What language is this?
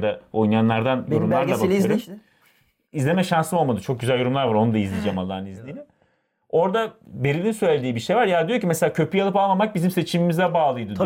Turkish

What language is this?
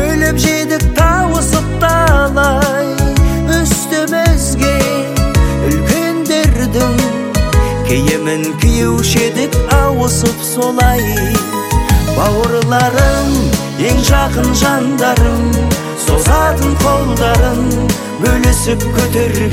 Kazakh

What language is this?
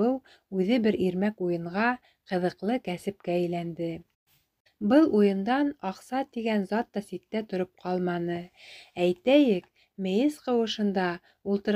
Bashkir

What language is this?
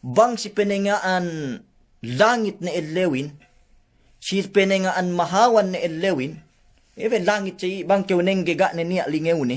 Yakan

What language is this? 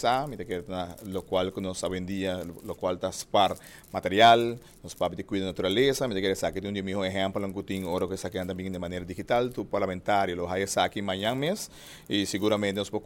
Papiamento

